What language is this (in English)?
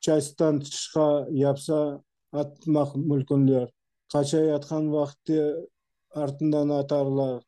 Crimean Tatar